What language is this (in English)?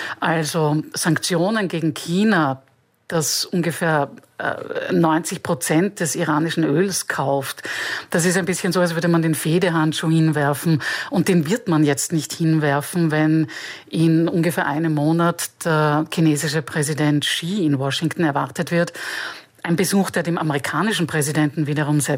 German